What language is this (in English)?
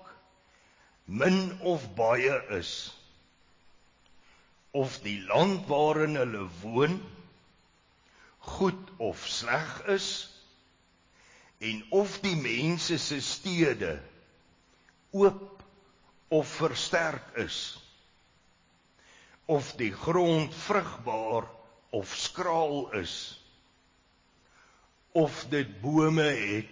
Afrikaans